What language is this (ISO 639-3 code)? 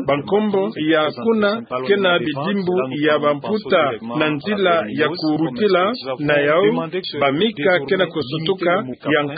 ktu